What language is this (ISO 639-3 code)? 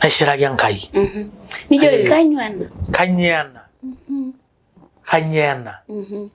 mas